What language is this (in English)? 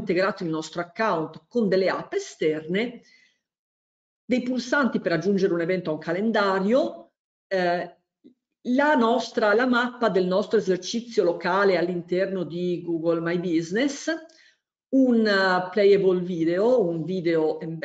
Italian